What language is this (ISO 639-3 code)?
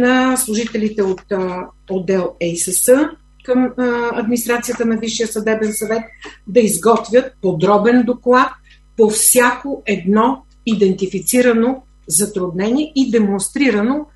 bul